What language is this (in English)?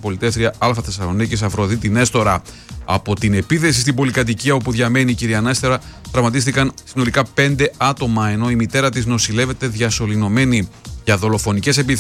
Greek